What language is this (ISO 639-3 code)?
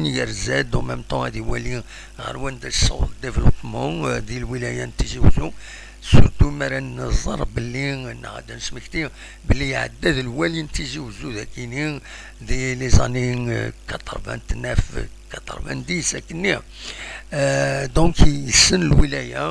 kab